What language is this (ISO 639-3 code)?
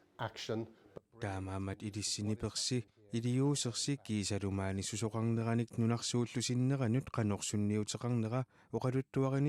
kal